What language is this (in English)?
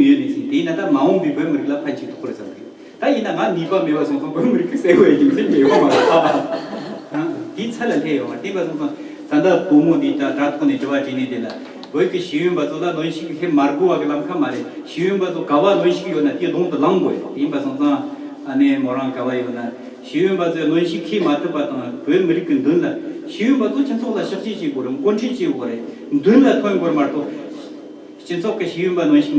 Tibetan